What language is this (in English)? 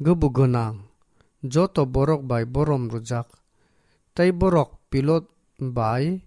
Kok Borok